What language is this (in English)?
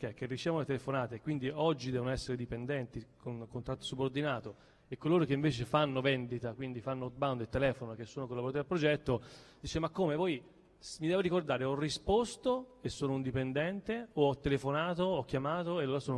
Italian